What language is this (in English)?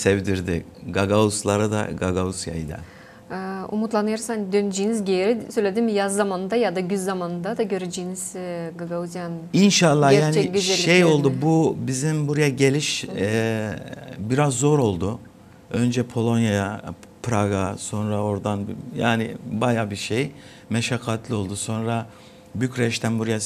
Gagauz